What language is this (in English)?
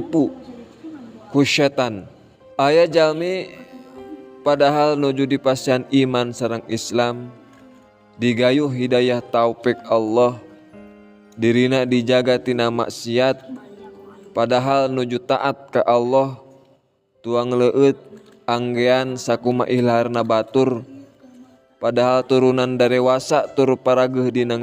Sundanese